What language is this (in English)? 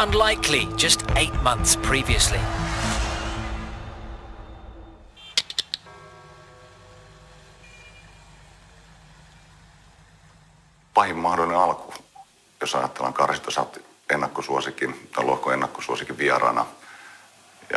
Finnish